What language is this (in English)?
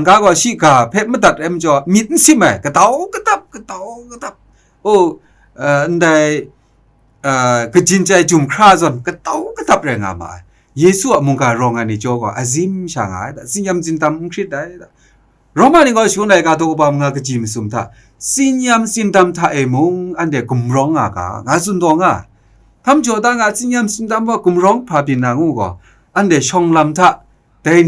Kachin